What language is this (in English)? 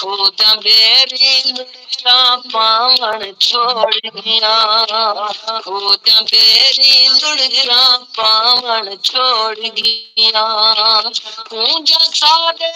Saraiki